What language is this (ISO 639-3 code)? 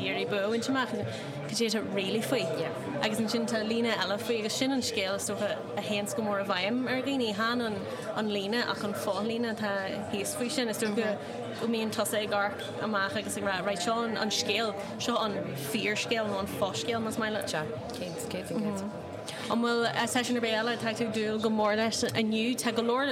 gle